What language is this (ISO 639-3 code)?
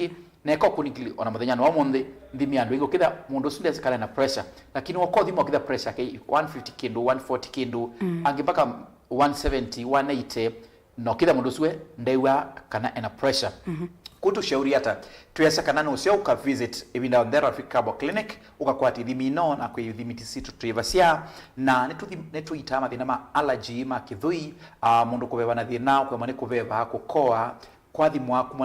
kam